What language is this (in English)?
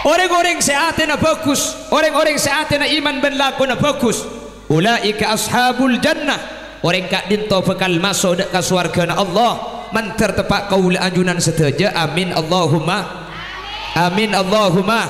Madurese